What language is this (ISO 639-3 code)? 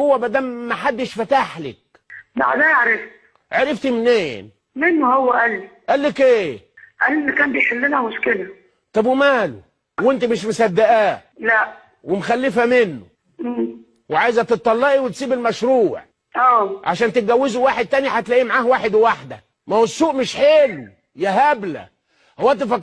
arz